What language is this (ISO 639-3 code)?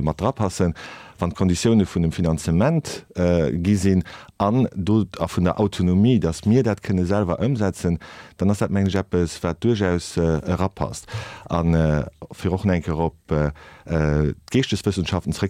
ltz